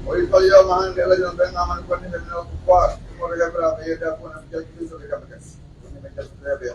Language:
Pular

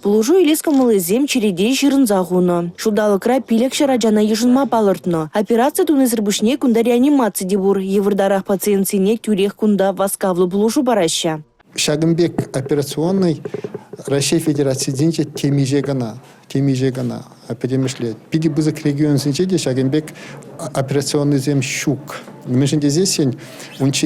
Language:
Chuvash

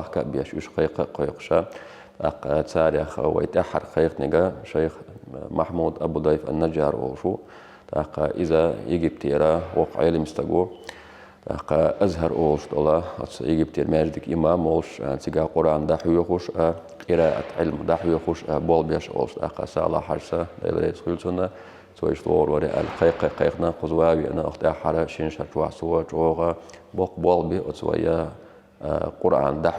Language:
Chechen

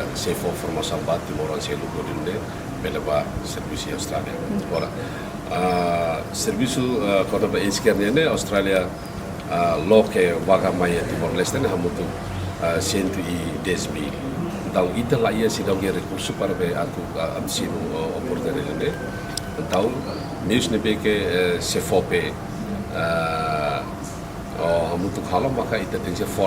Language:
Tetum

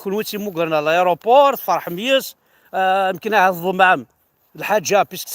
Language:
Kabyle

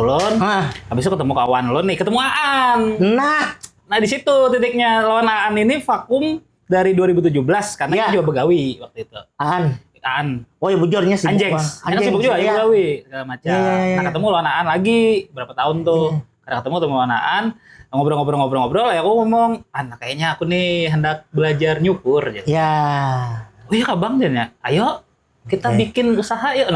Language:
Banjar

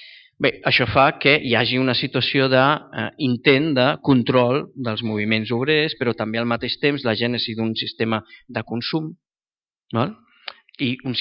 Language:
Catalan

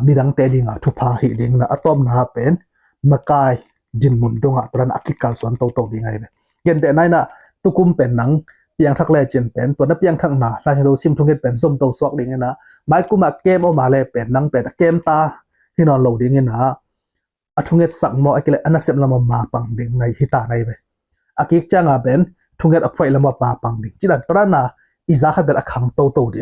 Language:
Tedim Chin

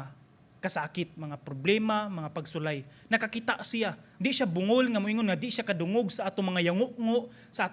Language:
Cebuano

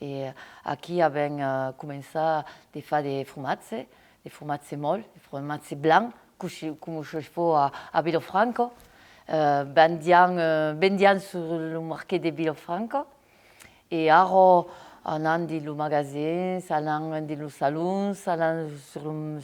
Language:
Occitan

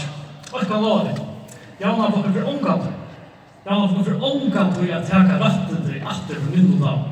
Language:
Faroese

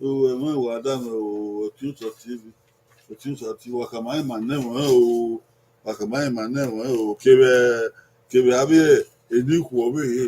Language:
Bini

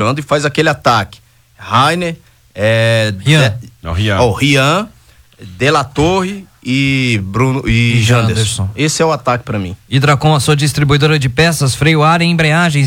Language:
Portuguese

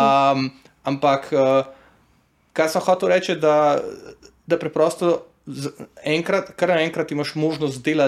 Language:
Slovenian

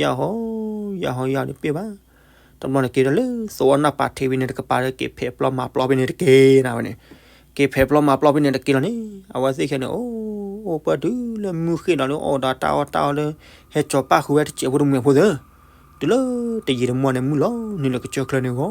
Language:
S'gaw Karen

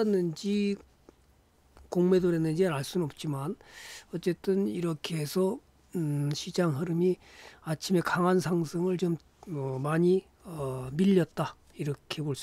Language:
Korean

